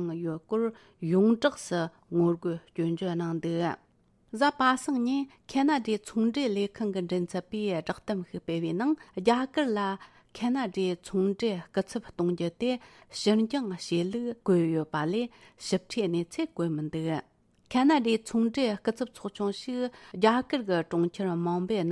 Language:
Tibetan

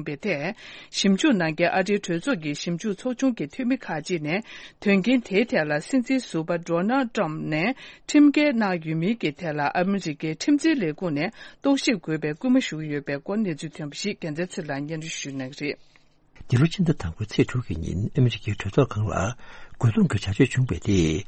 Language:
Tibetan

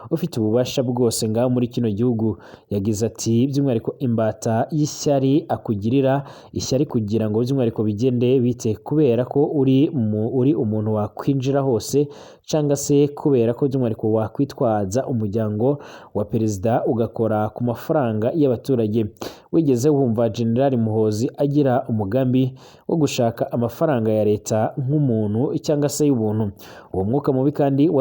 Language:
Rundi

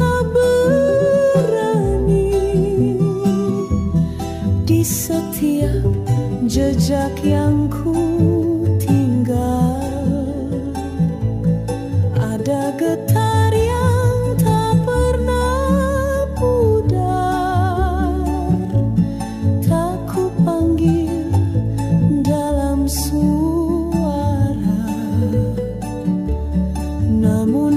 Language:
Indonesian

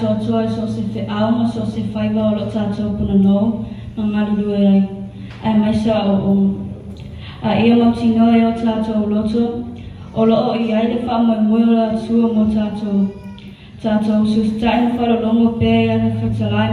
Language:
Samoan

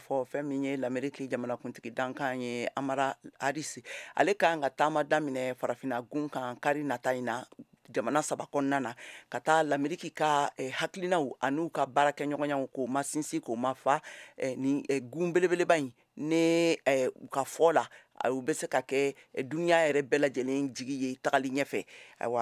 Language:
Bambara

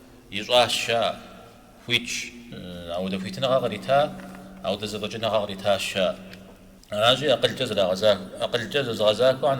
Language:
Kabardian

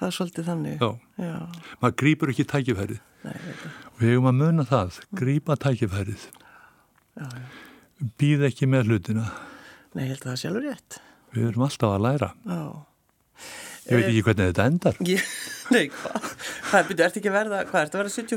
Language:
Icelandic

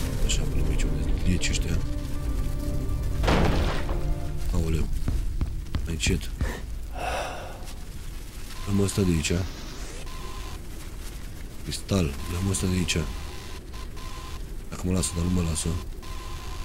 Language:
Romanian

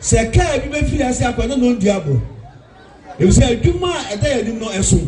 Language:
Akan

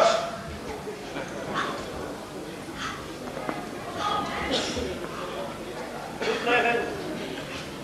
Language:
Dutch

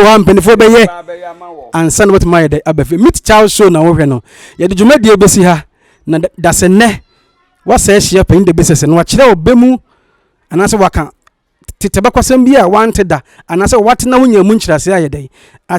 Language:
Akan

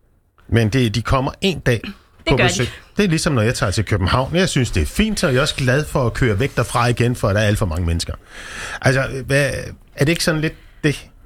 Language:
Danish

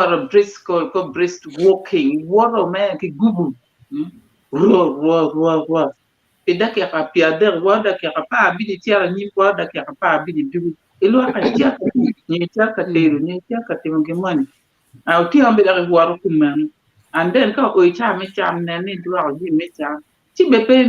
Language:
Acoli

